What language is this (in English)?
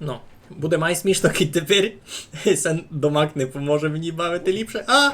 Rusyn